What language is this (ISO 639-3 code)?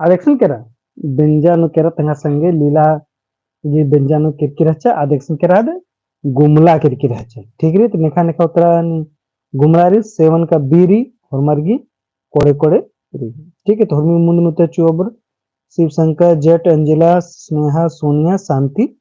kru